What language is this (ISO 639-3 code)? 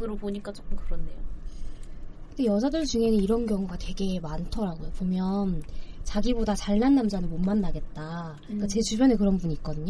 kor